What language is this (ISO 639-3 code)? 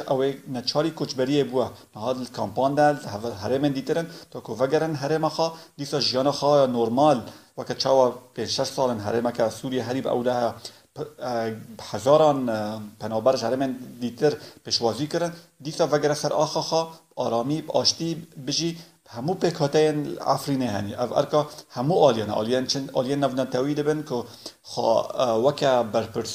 kur